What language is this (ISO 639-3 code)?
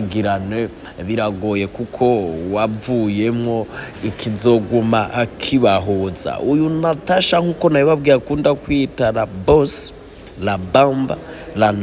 run